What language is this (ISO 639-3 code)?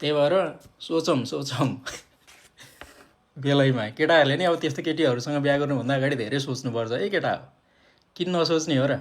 nep